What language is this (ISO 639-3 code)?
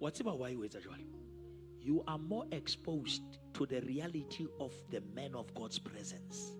sot